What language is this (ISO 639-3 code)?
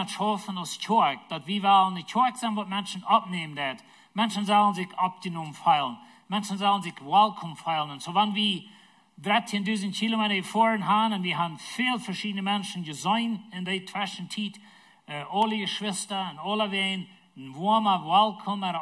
pdt